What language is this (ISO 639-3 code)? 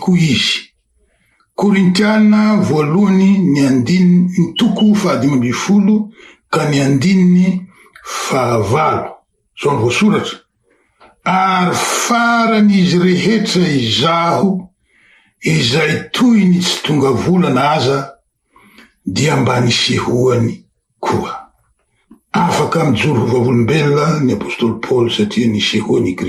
mlg